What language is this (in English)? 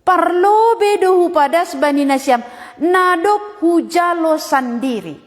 Batak Simalungun